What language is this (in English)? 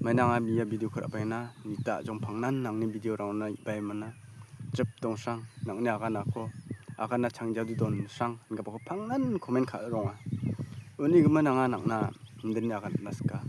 Garo